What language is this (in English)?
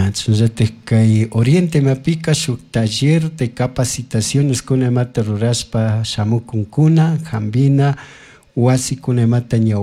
Chimborazo Highland Quichua